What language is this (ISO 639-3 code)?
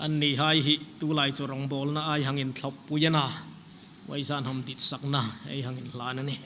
hmr